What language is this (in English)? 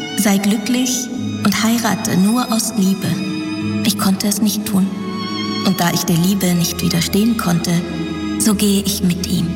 German